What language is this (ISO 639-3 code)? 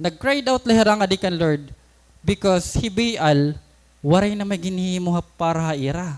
war